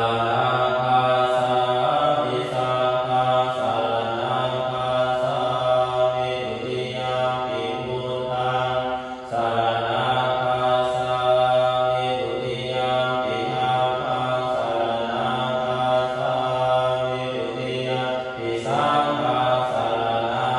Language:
Pali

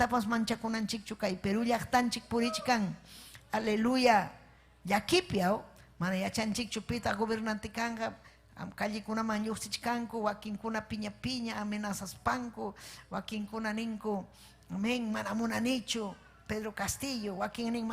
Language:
Ayacucho Quechua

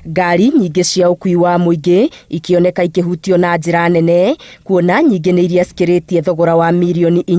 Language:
Kikuyu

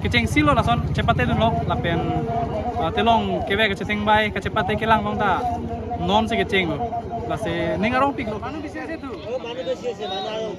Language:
Karbi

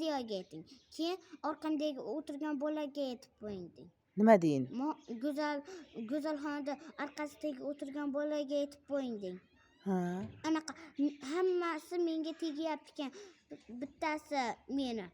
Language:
Uzbek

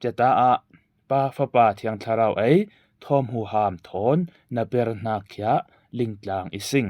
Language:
Falam Chin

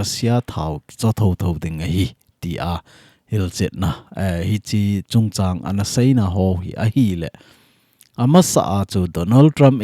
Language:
Thado Chin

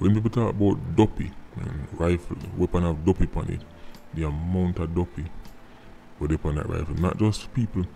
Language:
Jamaican Creole English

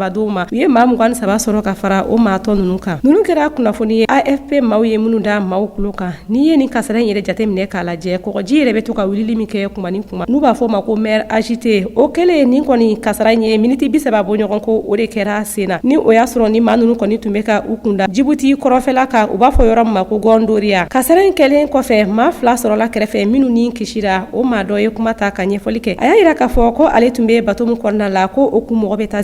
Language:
Bambara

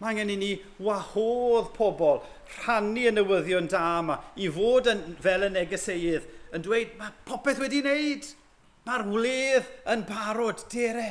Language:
Welsh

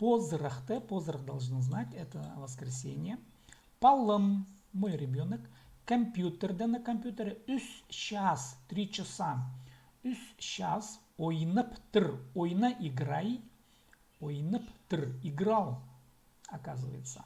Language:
Khakas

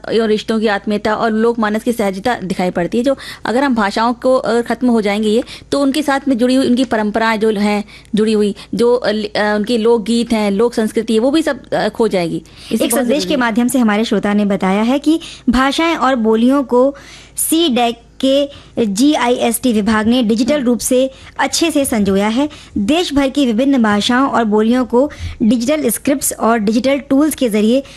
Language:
Hindi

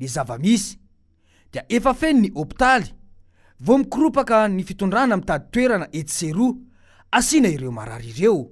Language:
Malagasy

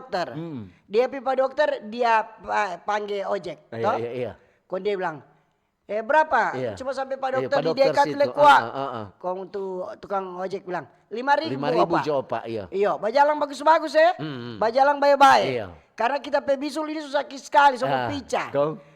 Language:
Manado Malay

